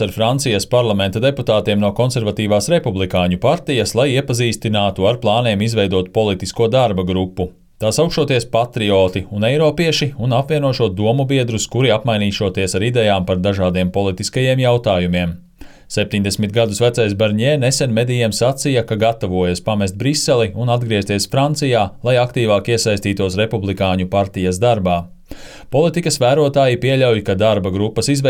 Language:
Latvian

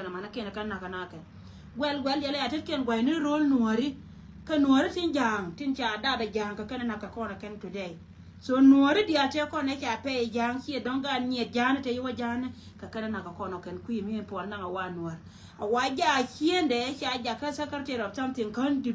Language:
Nuer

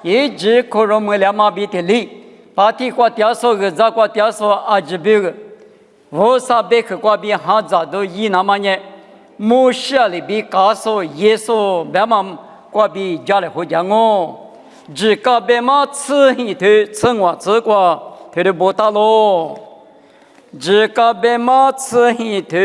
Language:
Lisu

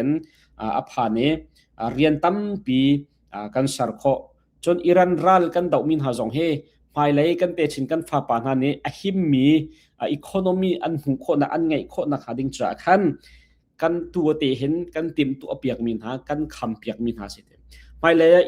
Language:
Hakha Chin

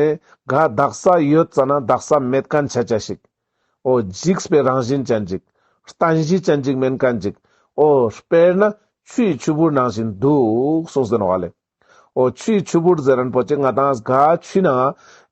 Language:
Ladakhi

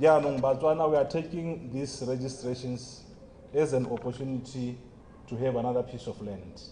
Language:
Tswana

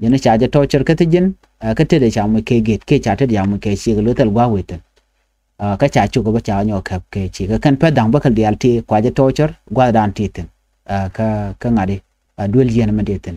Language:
Nuer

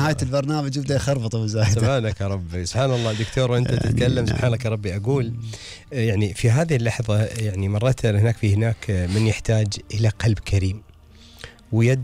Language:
Gulf Arabic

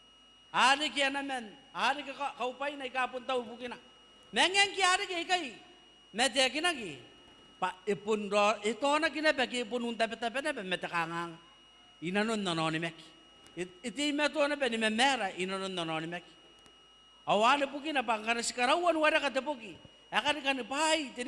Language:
Gilbertese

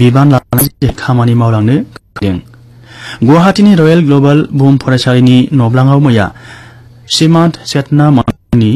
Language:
Bodo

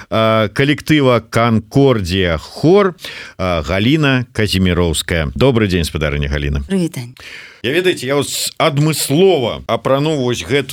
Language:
Belarusian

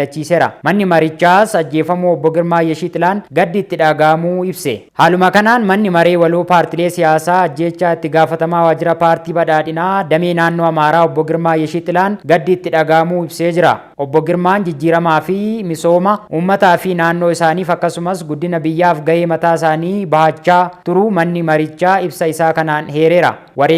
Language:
Oromo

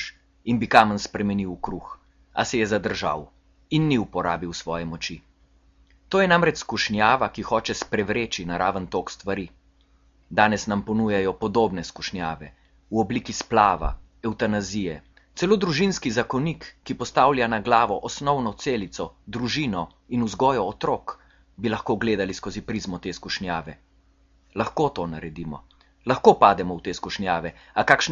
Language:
Slovenian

